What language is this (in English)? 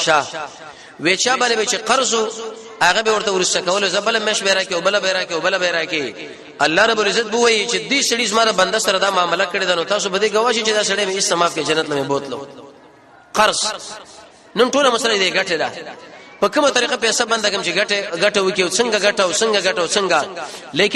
Pashto